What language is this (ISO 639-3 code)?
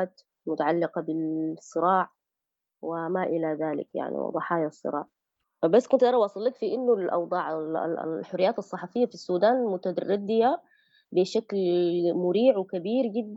apd